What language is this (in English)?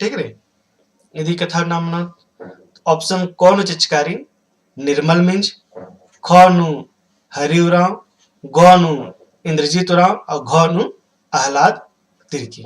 Kurukh